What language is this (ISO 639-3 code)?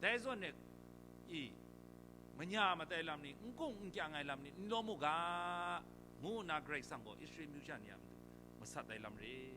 kac